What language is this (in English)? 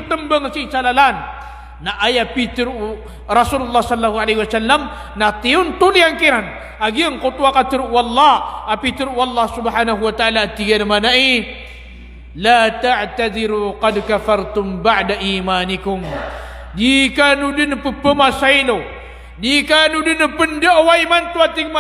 Maranao